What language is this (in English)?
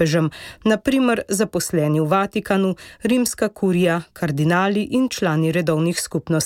Slovenian